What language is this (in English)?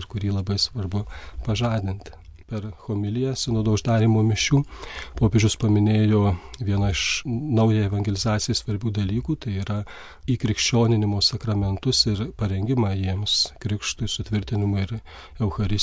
Lithuanian